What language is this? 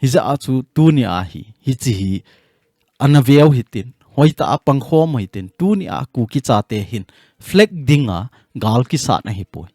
Thado Chin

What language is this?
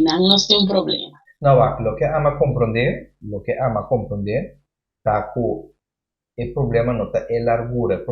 Papiamento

